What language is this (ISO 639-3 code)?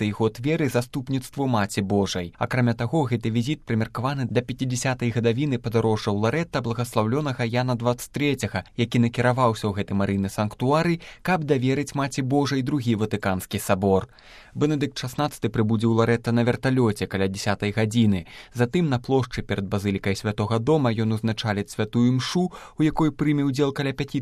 bel